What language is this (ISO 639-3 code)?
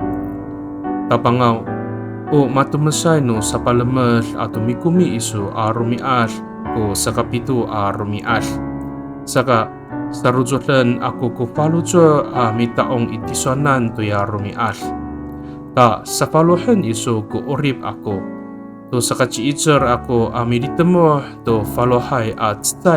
ami